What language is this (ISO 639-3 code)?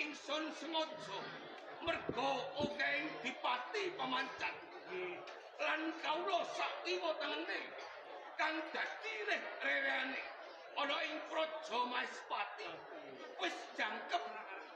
jav